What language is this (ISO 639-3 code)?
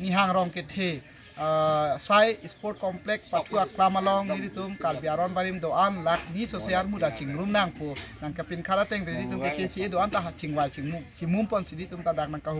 mjw